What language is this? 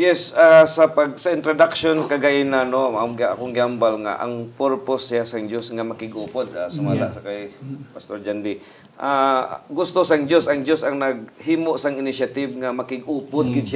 Hiligaynon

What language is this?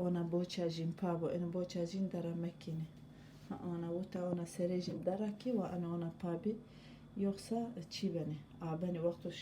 Zaza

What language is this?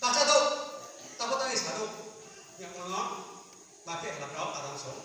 Riang (India)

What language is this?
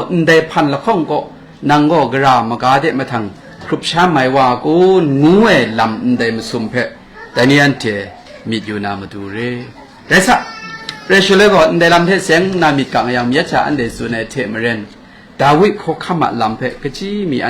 Kachin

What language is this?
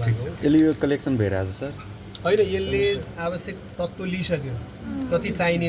Nepali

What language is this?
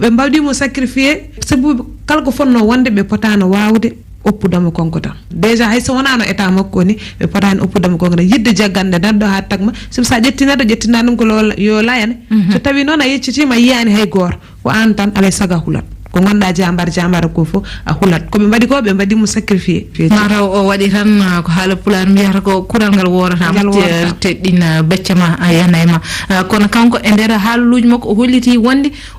Fula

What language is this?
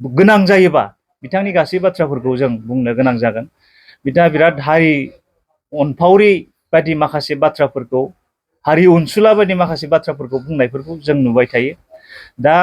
Bodo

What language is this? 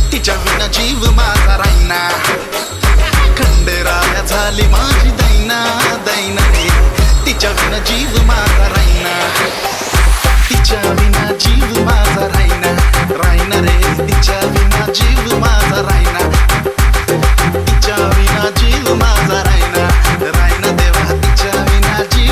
Marathi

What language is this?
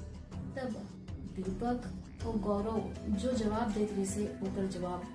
Chhattisgarhi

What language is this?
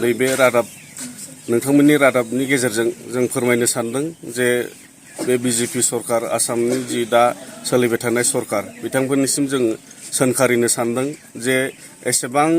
Bodo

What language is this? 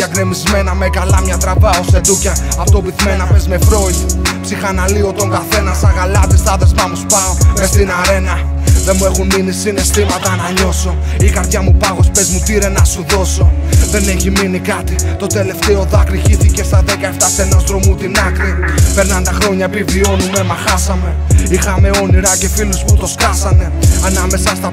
Greek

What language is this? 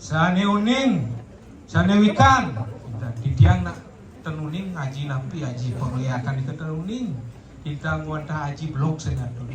Balinese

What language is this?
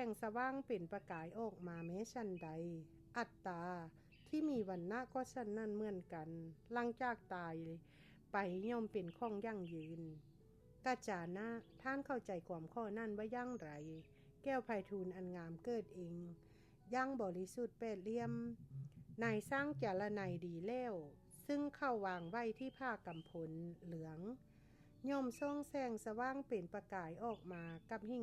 Lao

